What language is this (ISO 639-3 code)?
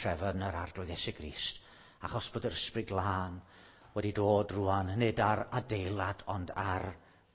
cym